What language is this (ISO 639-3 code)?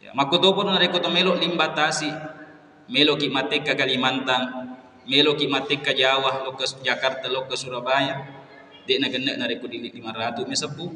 bug